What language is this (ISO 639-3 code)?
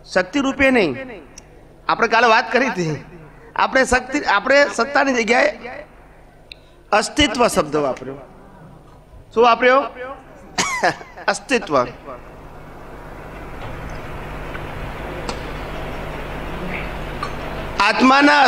guj